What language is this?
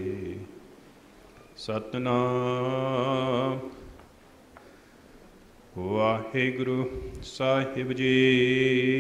Punjabi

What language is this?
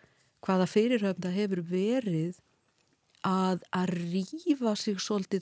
Icelandic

